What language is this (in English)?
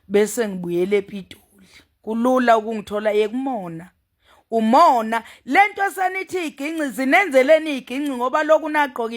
Zulu